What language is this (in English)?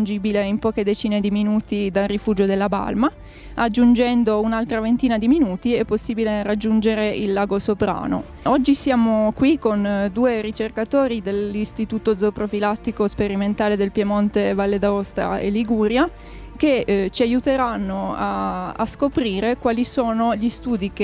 Italian